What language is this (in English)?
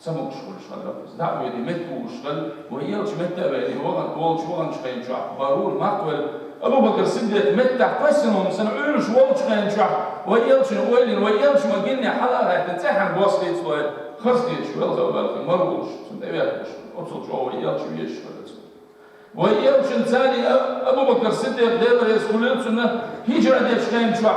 Chechen